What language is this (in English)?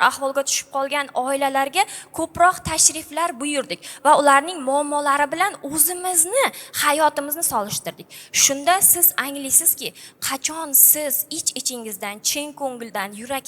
Uzbek